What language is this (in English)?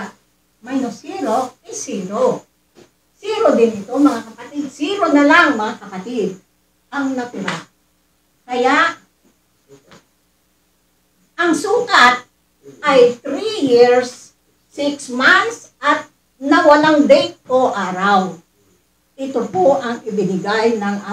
Filipino